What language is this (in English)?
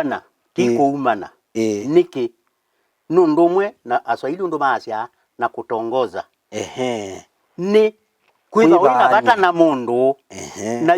Kamba